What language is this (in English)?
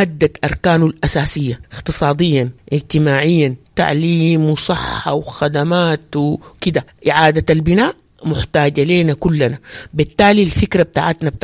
Sudanese Arabic